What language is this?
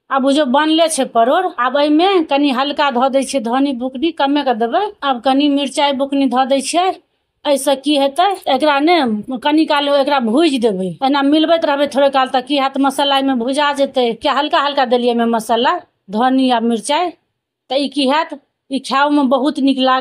Maithili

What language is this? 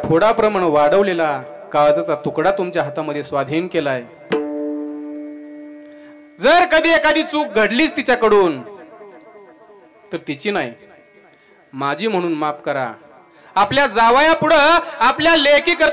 Marathi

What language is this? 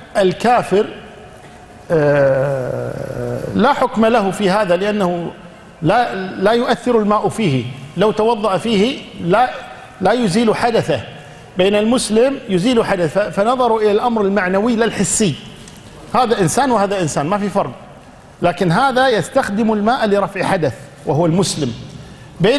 Arabic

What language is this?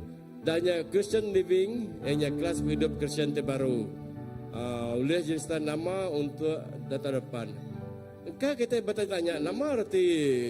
Iban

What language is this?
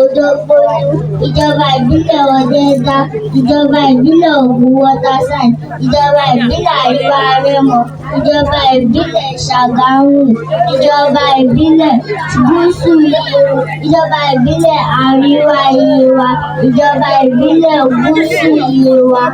Yoruba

